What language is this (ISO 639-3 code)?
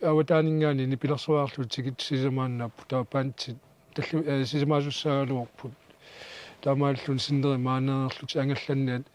kal